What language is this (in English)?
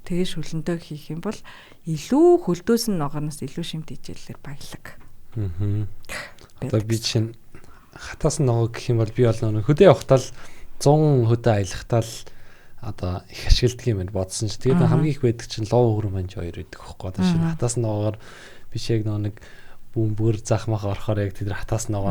Mongolian